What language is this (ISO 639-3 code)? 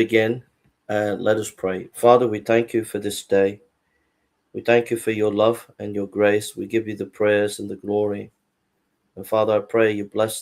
eng